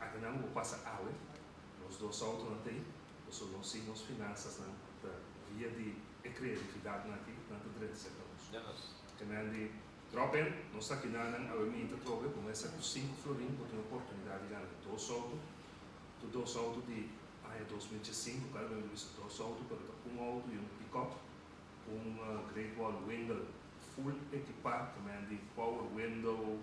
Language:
Papiamento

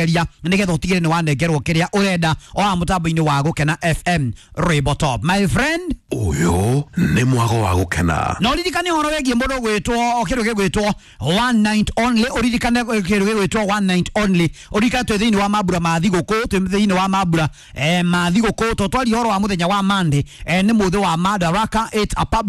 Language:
Kikuyu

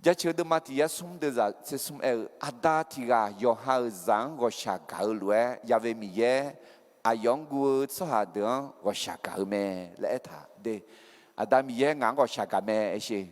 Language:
Akha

